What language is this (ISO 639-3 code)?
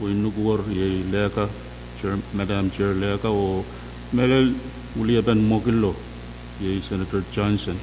pon